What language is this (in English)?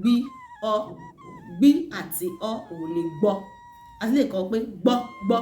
Yoruba